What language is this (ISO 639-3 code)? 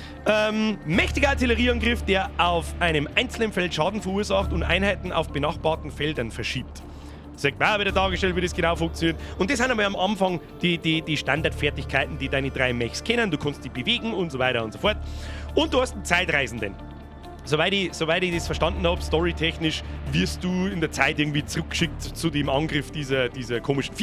bar